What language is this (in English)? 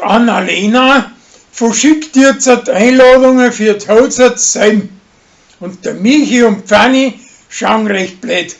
Bavarian